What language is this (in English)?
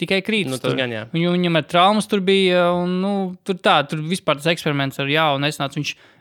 Latvian